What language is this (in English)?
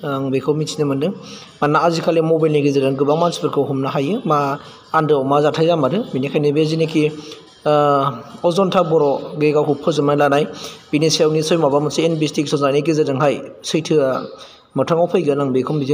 Bodo